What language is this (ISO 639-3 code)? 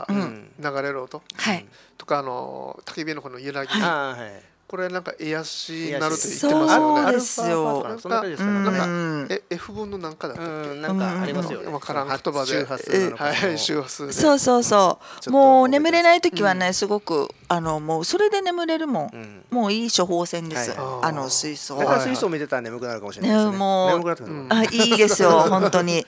jpn